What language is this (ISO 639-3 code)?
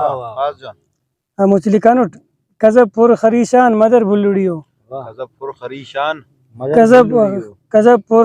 brh